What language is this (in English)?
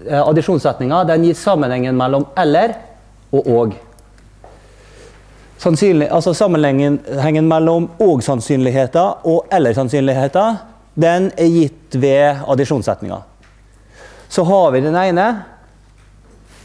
Norwegian